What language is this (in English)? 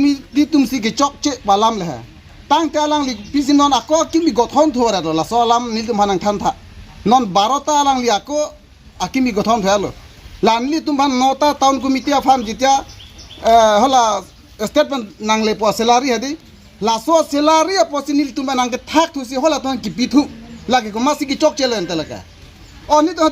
Karbi